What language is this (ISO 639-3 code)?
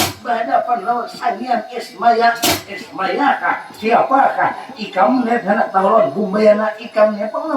bjn